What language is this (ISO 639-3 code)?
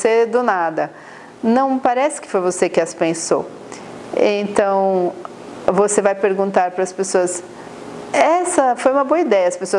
por